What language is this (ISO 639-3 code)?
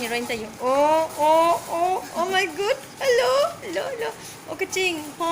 mjw